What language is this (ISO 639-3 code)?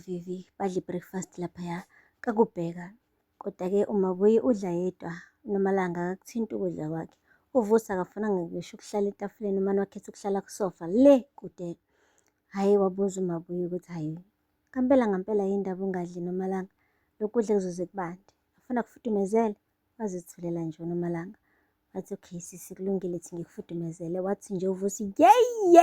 zul